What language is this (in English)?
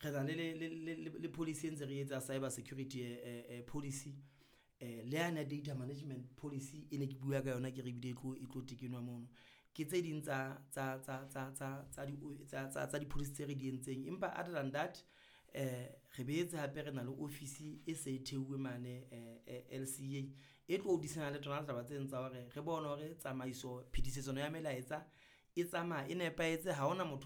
Southern Sotho